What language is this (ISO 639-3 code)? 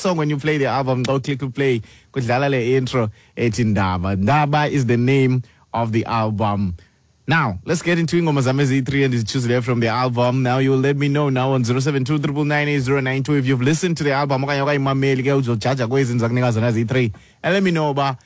xho